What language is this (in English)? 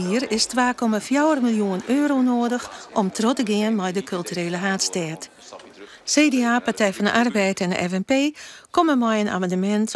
Western Frisian